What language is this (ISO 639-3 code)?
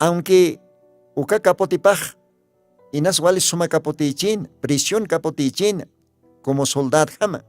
aym